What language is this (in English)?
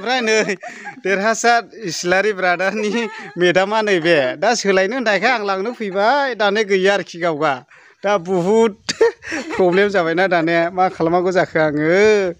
Bodo